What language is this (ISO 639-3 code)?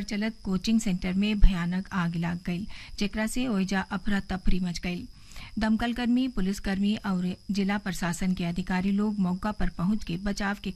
bho